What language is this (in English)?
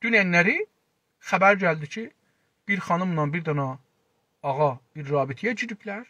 South Azerbaijani